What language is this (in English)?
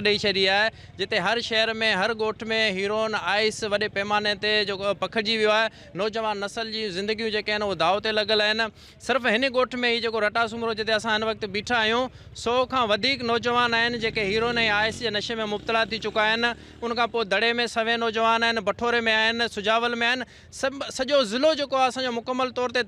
Sindhi